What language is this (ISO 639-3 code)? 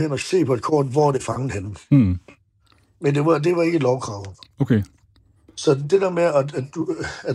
dan